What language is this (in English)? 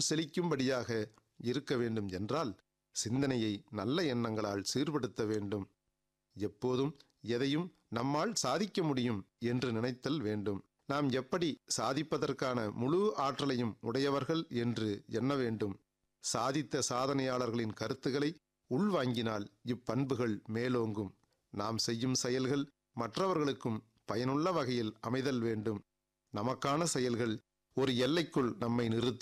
Tamil